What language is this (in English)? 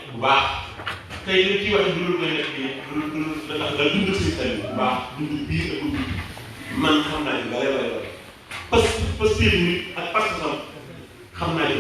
Wolof